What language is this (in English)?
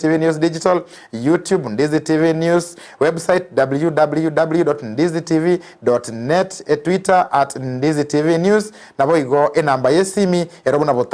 Gusii